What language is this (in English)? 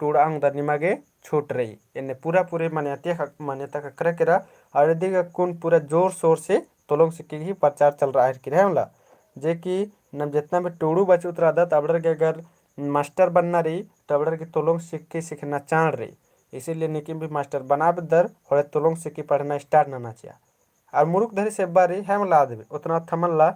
Kurukh